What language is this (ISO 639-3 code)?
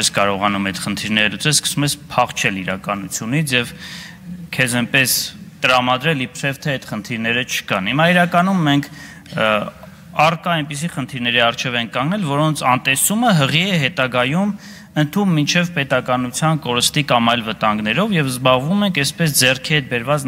hye